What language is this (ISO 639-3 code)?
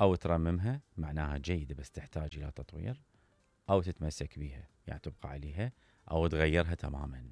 acm